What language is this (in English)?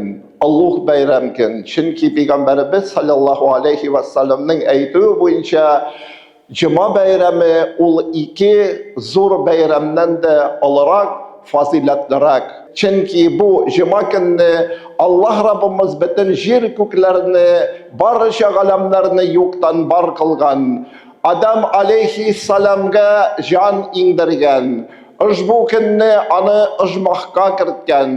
Tatar